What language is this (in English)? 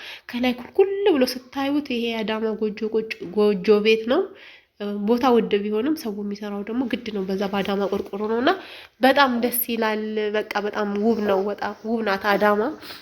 Amharic